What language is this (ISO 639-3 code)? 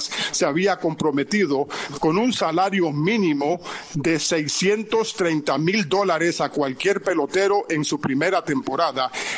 spa